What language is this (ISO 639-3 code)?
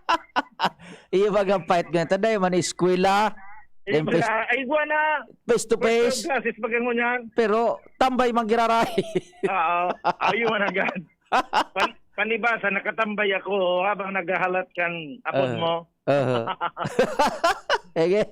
bik